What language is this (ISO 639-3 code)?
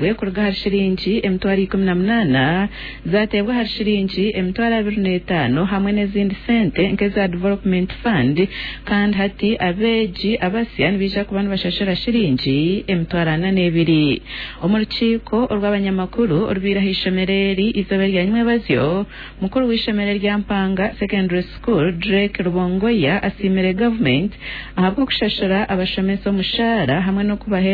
nyn